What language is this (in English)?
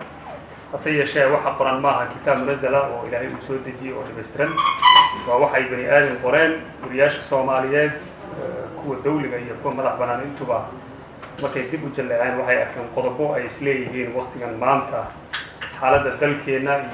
Somali